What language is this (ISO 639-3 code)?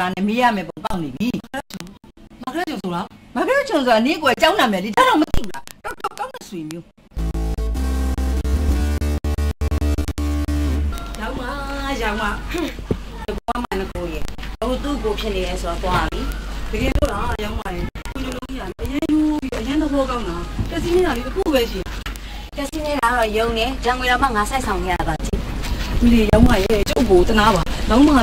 mya